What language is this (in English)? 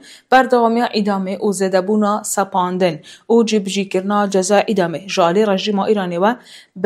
Kurdish